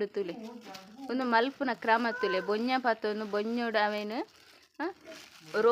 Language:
Tulu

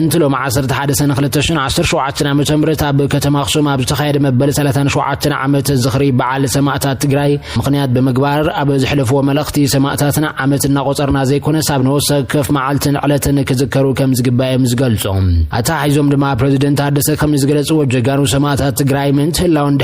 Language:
Tigrinya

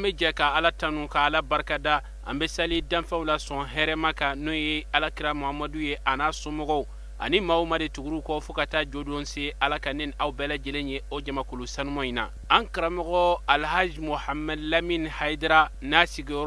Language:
Bambara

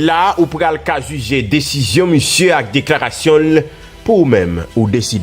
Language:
Haitian Creole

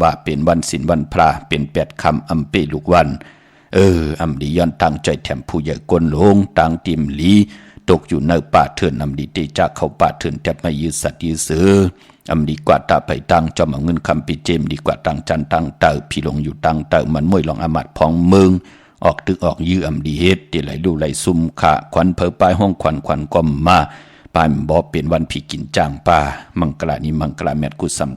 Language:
Shan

